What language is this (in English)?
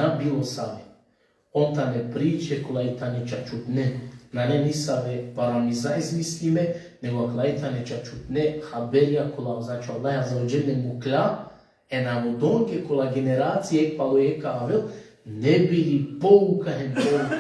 Balkan Romani